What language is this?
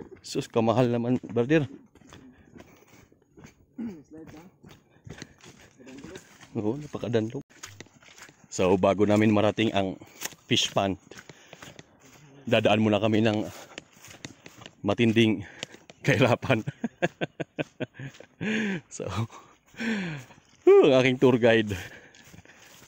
Filipino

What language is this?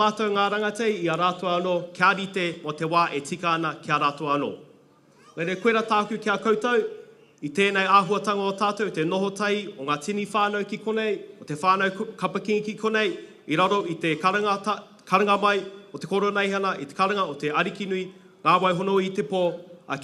Māori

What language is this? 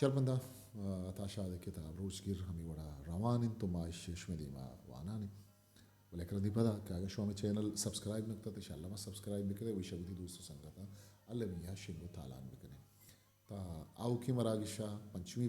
Eastern Balochi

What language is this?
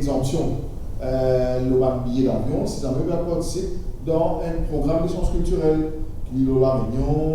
Morisyen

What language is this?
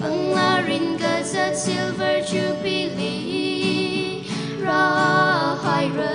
Tangkhul Naga (India)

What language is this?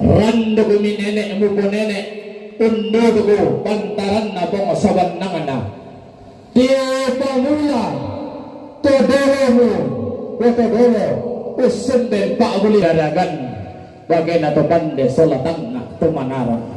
Toraja-Sa'dan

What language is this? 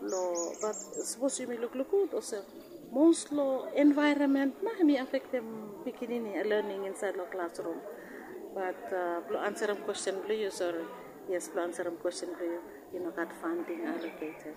Bislama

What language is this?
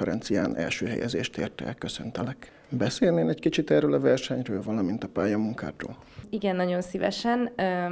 Hungarian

